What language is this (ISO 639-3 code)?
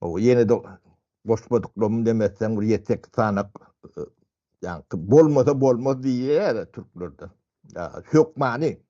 tuk